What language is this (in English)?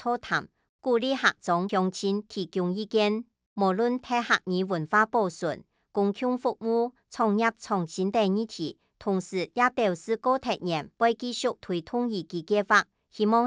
Hakka Chinese